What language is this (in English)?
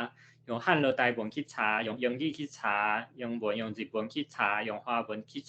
Min Nan Chinese